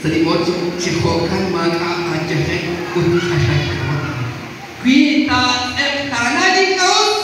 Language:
Kekchí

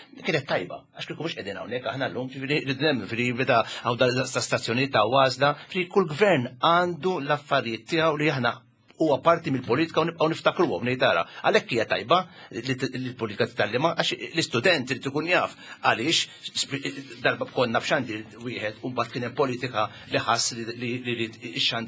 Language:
Maltese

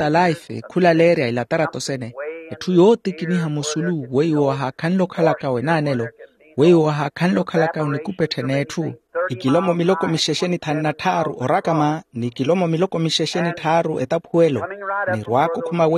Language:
Makhuwa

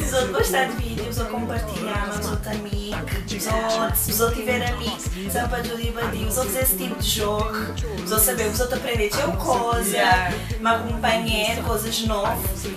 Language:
Kabuverdianu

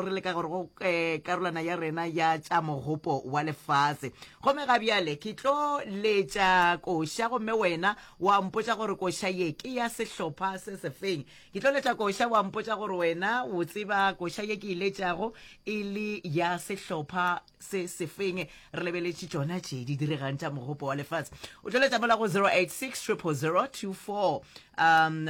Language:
Northern Sotho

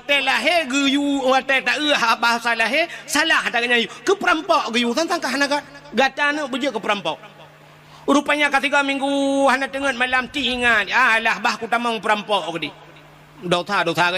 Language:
Achinese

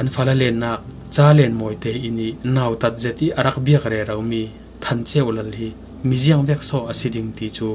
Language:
Falam Chin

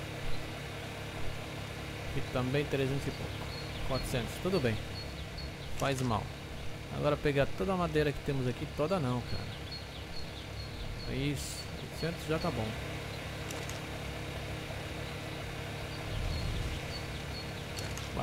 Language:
Portuguese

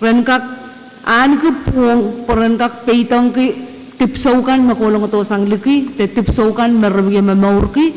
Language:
Pohnpeian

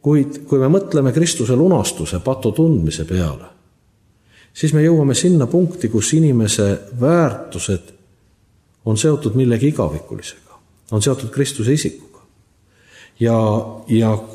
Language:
Estonian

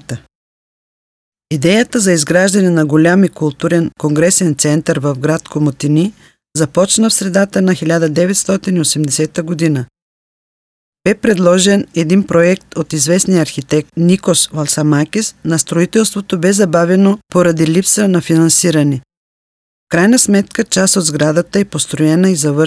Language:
Bulgarian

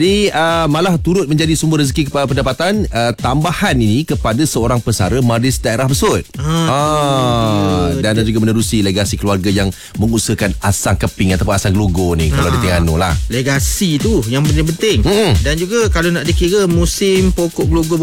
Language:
Malay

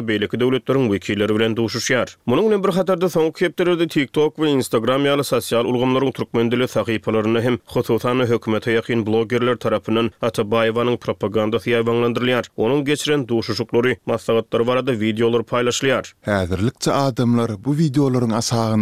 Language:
Turkmen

